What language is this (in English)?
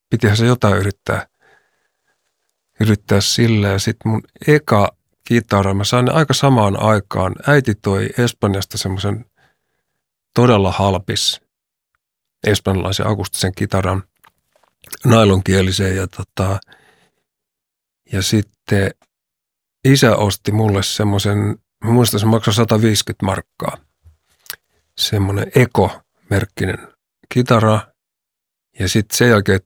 Finnish